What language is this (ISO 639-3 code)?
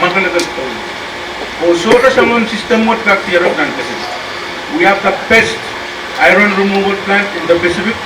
pon